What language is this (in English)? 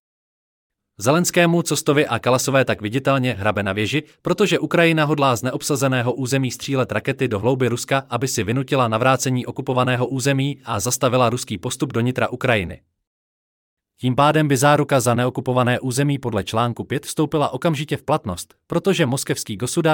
Czech